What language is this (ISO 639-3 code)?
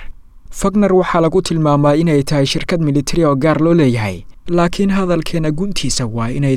som